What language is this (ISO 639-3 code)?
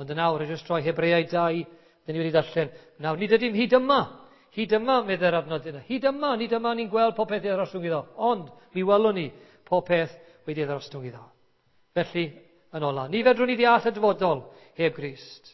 cym